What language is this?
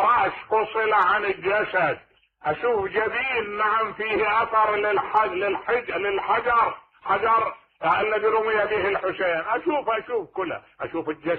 Mesopotamian Arabic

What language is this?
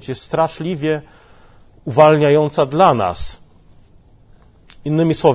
Polish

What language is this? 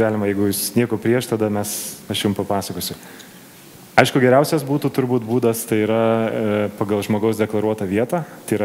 Lithuanian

